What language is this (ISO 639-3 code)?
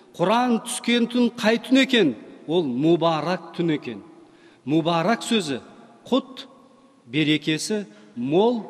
kaz